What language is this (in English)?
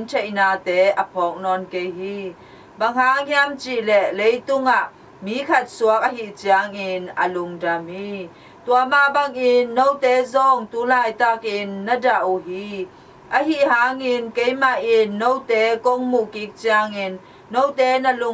Tedim Chin